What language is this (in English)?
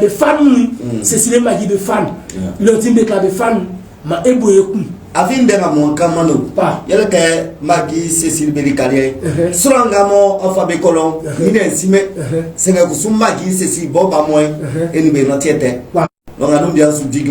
Baoulé